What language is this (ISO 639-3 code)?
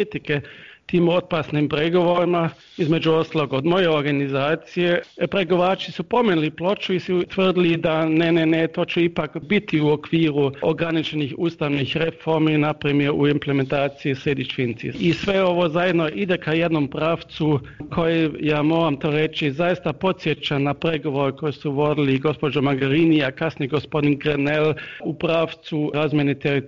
bos